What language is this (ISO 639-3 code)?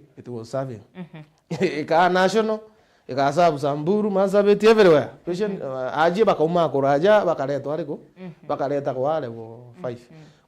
mer